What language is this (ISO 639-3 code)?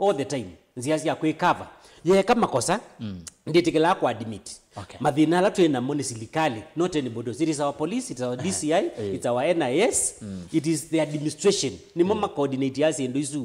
kam